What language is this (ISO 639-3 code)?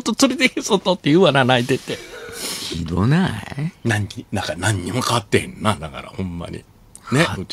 jpn